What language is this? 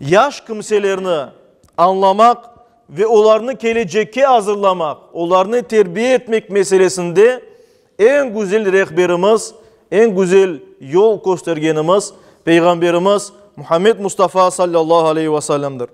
Crimean Tatar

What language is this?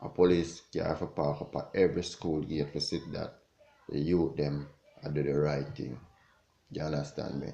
Jamaican Creole English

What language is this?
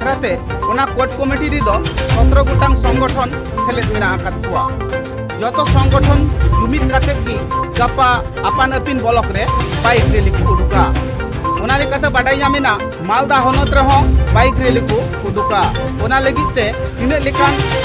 Santali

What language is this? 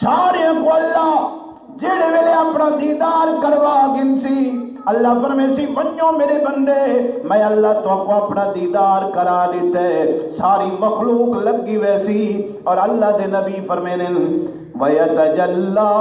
Saraiki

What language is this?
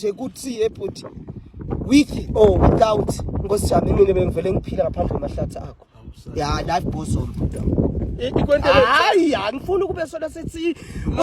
Swati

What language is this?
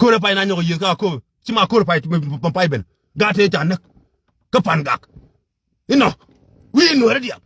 Nuer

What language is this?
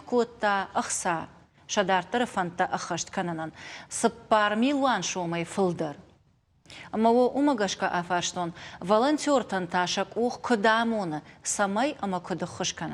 Ossetic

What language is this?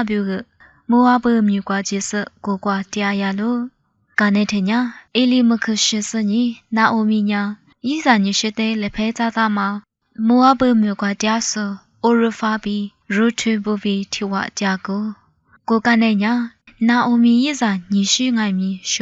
Lisu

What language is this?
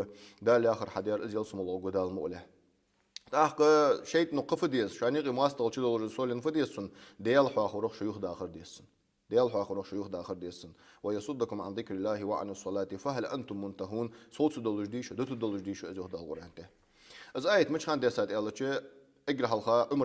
Ingush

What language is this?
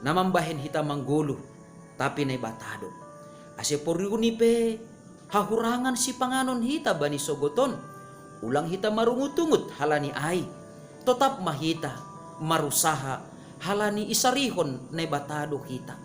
Batak Simalungun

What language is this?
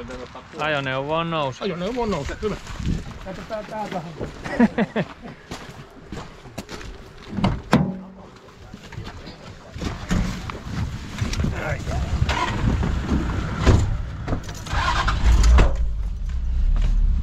Finnish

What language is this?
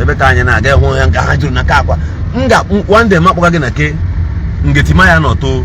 Igbo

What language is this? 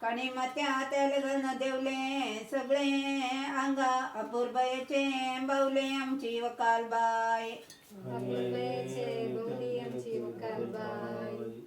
Konkani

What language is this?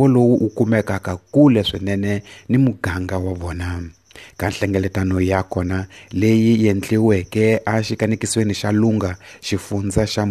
Tsonga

